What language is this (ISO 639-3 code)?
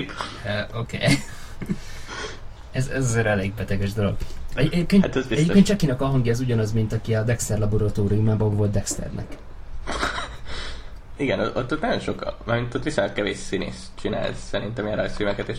hun